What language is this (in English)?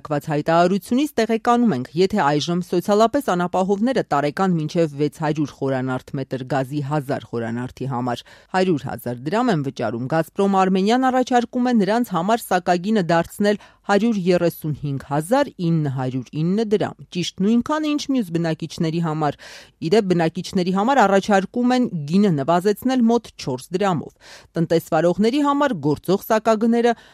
Armenian